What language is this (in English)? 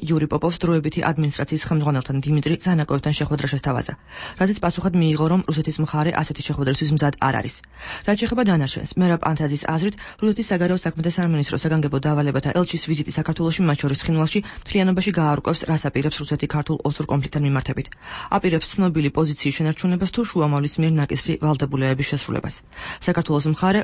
Georgian